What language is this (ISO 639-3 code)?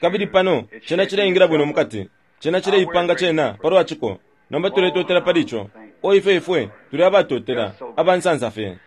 bem